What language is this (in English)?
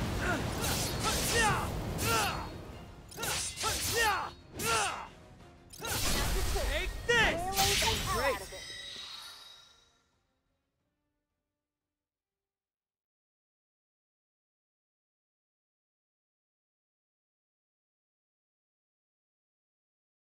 English